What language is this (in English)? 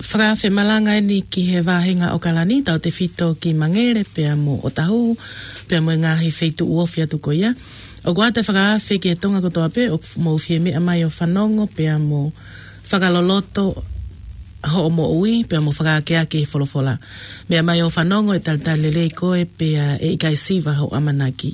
Tongan